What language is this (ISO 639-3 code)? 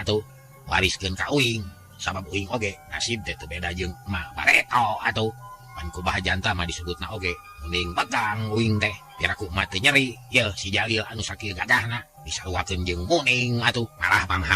sun